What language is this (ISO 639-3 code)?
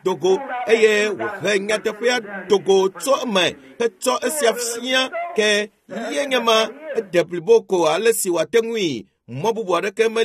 ewe